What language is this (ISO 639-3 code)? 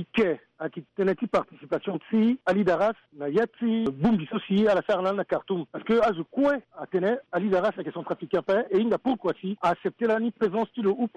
sag